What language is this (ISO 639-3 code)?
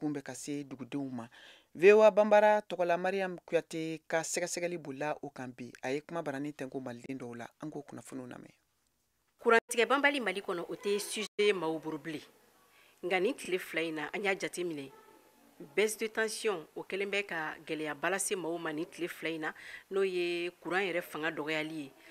bam